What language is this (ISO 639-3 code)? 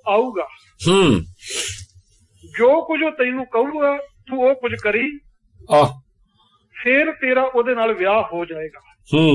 pan